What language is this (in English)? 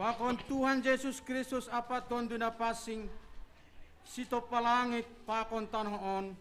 Batak Simalungun